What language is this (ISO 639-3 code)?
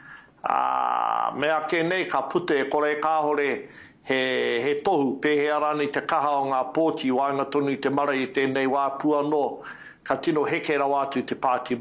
mri